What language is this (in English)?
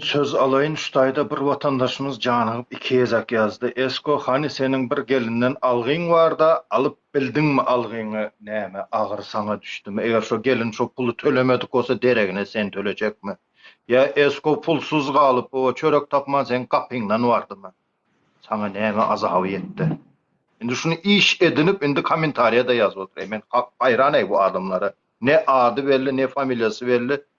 Turkmen